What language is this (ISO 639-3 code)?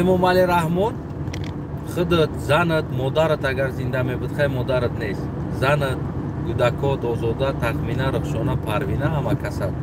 tgk